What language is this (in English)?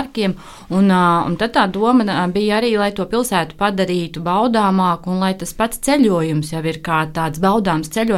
Latvian